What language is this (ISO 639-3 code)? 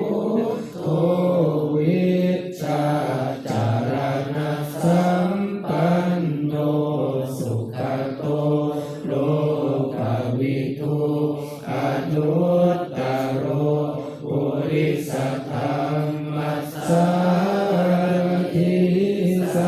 pli